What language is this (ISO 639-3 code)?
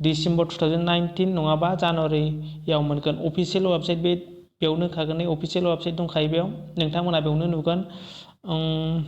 brx